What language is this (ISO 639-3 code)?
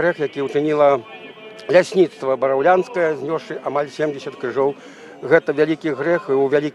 bel